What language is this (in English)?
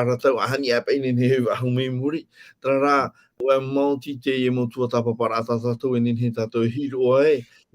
Tahitian